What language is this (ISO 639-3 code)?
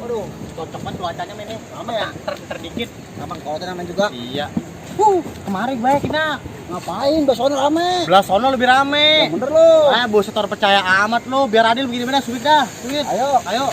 bew